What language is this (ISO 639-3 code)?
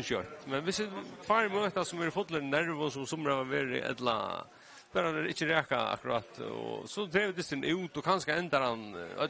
fao